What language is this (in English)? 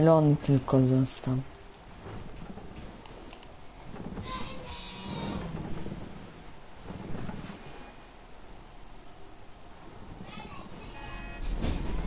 Polish